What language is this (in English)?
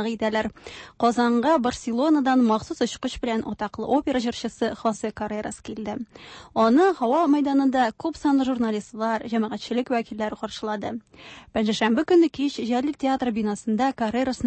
Tatar